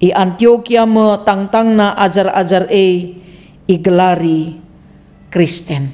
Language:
Batak Karo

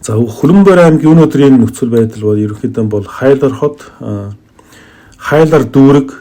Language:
Mongolian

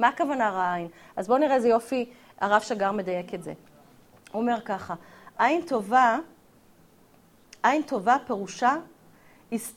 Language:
Hebrew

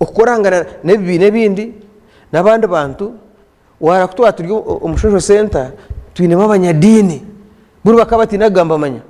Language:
Nyankole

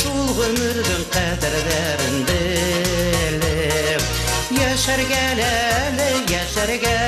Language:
Bashkir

